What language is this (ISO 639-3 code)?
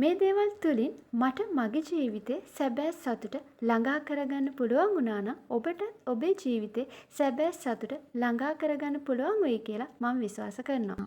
sin